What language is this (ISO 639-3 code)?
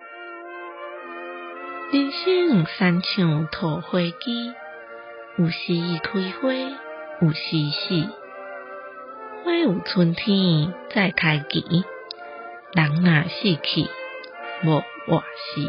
nan